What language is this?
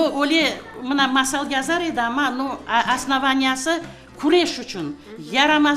Crimean Tatar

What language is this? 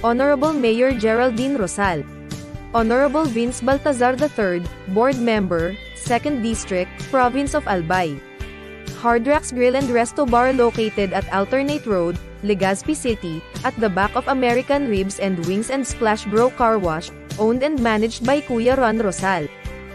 Bikol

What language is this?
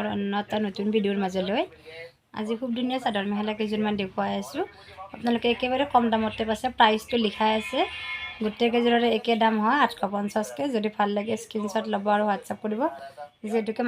Assamese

